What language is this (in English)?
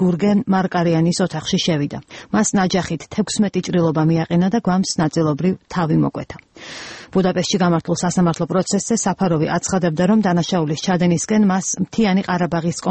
Georgian